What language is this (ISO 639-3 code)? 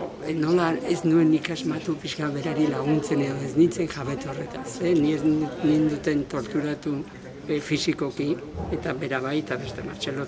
eus